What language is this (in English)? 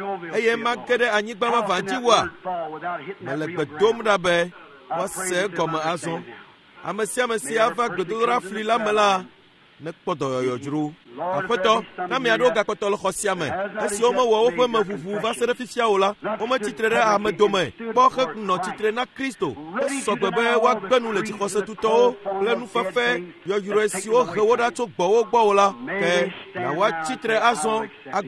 Ewe